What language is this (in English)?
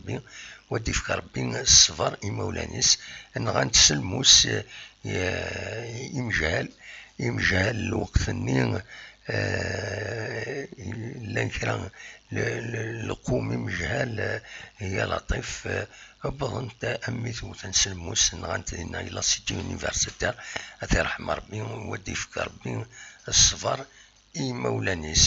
Kabyle